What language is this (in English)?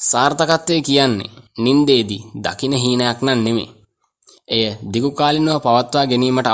Sinhala